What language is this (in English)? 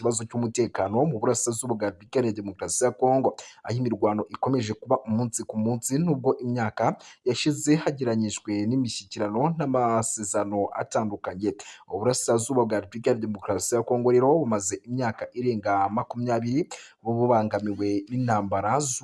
Kinyarwanda